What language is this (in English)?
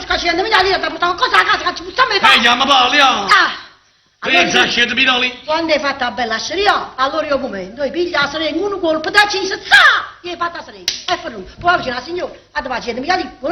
Neapolitan